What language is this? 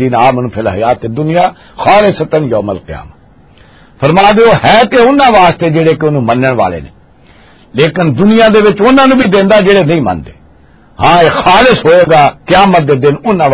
Western Panjabi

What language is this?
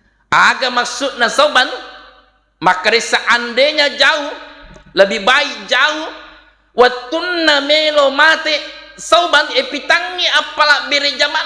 Buginese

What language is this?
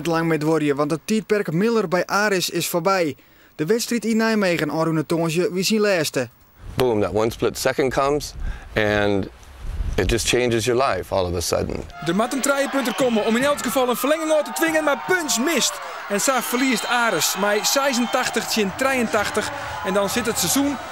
Western Frisian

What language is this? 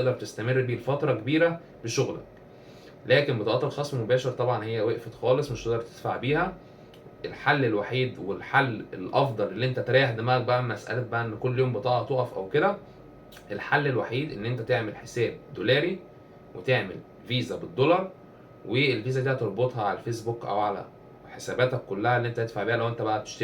Egyptian Arabic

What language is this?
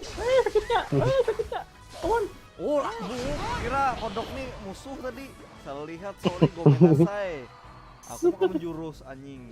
Banjar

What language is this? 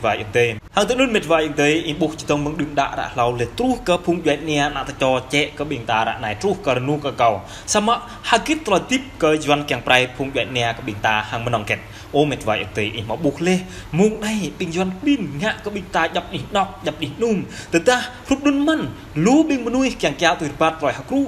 Jarai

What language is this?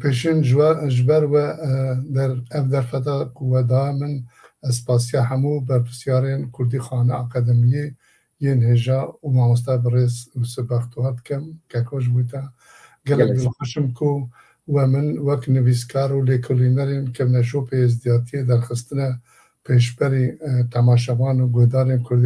Kurdish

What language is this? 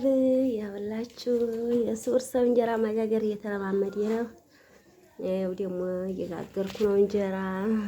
Amharic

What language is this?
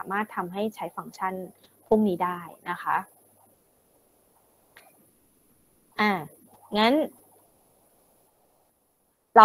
Thai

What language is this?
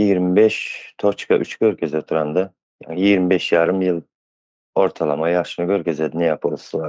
Turkmen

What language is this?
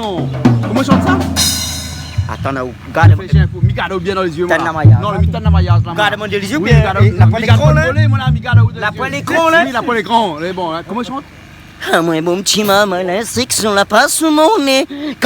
Réunion Creole French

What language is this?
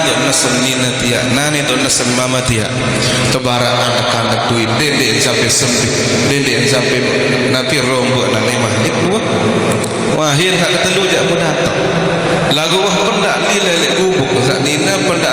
Sasak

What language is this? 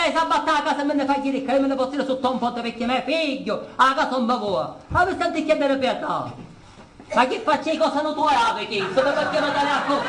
Sicilian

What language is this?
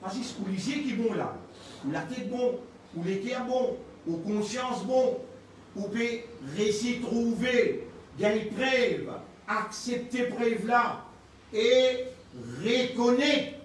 Morisyen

